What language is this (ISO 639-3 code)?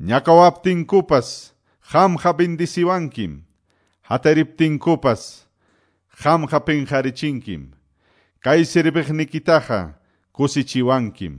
que